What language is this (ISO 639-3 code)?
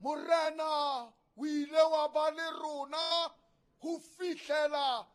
sot